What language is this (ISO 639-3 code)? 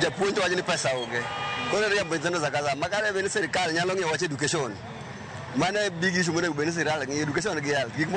luo